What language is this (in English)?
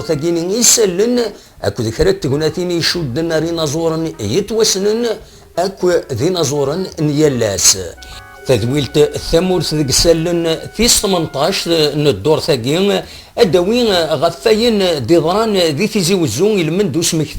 Kabyle